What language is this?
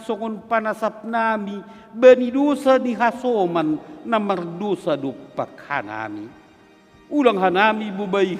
Batak Simalungun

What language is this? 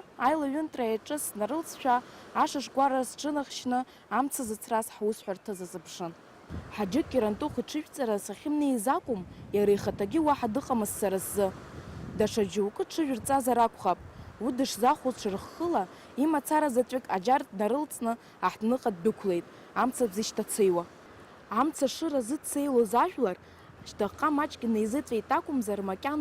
Abkhazian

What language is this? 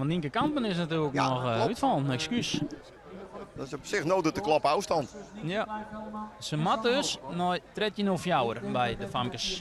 Western Frisian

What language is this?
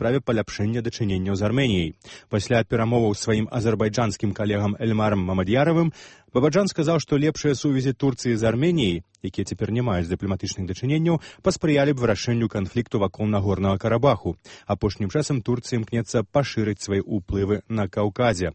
Belarusian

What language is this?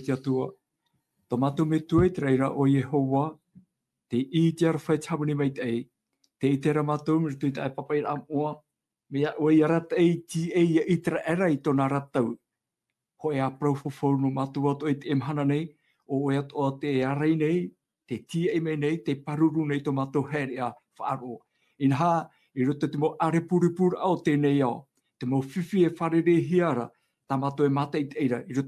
Tahitian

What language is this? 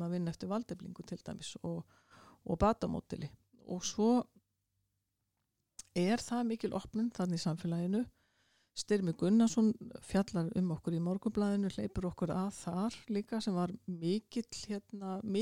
Icelandic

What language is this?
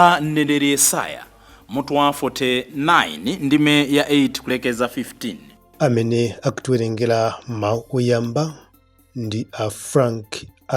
Nyanja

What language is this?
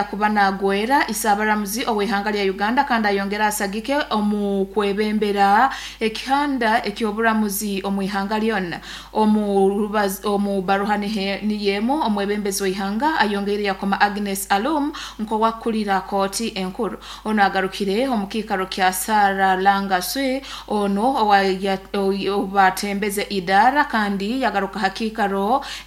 Nyoro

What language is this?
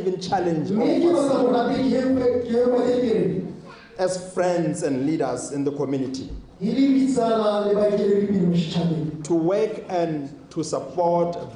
Tswana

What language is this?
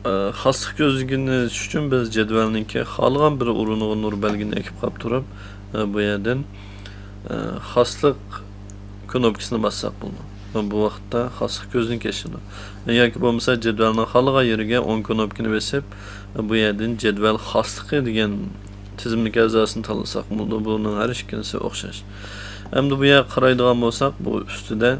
Uyghur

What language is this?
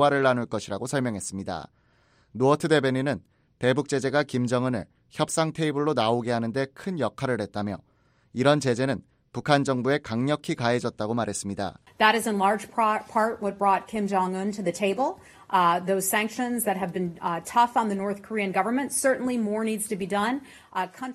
Korean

